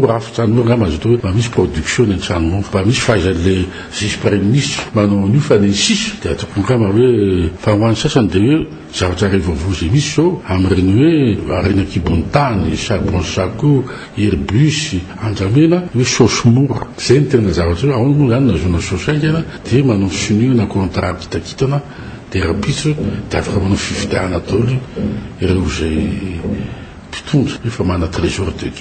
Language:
Malagasy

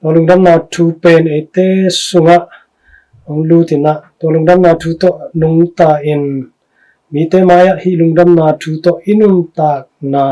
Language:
Tedim Chin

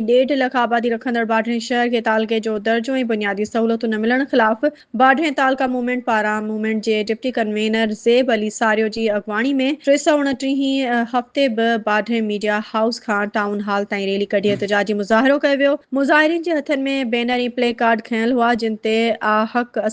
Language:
Sindhi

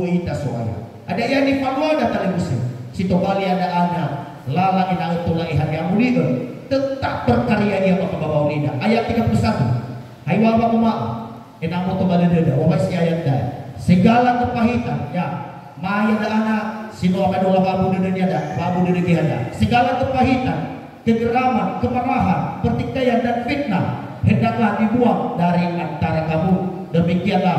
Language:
Nias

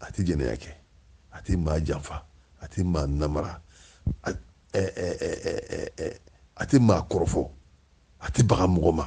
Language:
Bambara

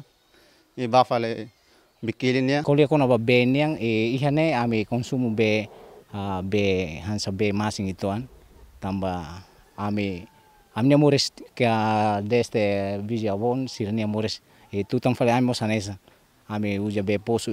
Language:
Tetum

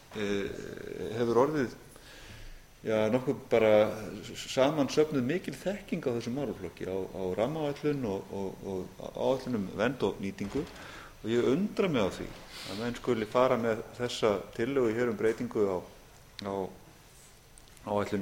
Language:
Icelandic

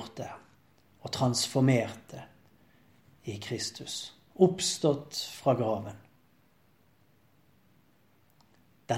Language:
Norwegian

